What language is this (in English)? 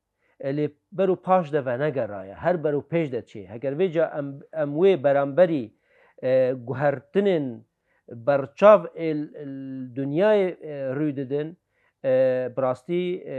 Kurdish